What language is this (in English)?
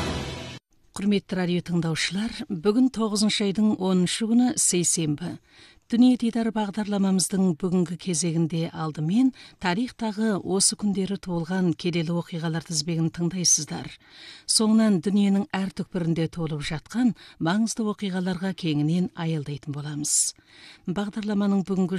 Kazakh